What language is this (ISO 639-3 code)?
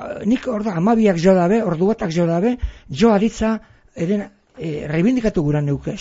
eus